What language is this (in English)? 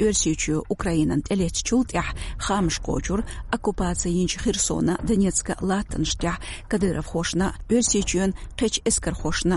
Chechen